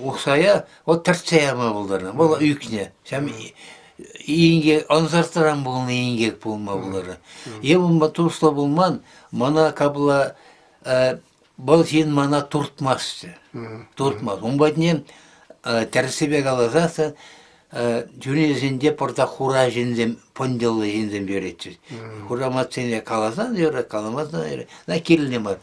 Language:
Chuvash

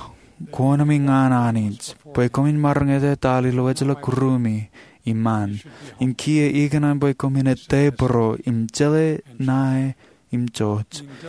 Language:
Marshallese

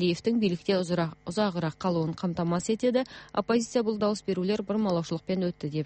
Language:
Kyrgyz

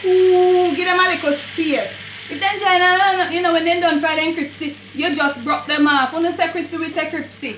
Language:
Jamaican Creole English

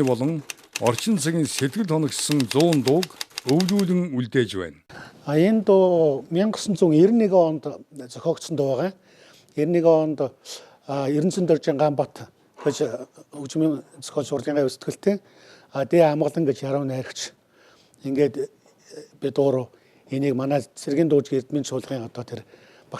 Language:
Mongolian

